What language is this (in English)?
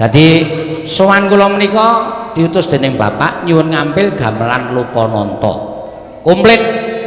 Javanese